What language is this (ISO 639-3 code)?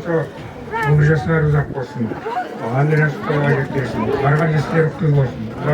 kaa